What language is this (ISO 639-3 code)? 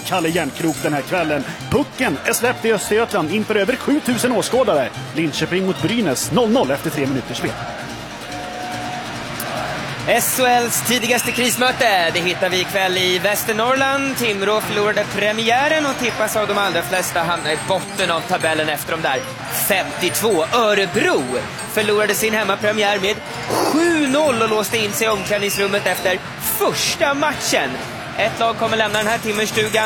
swe